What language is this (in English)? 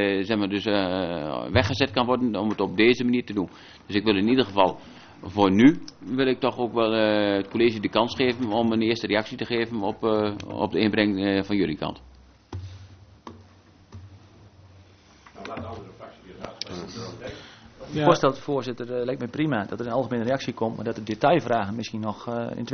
Dutch